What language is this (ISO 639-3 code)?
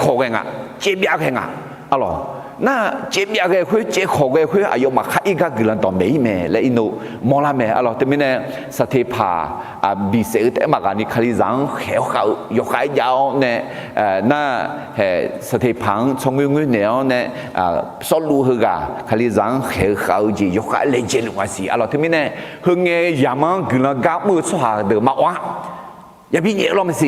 ahk